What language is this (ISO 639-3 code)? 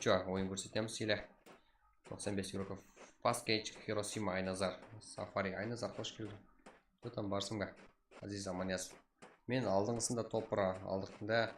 kaa